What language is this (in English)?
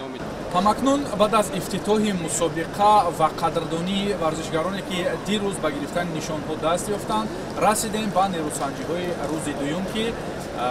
Tajik